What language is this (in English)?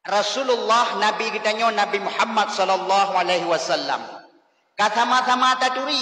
Achinese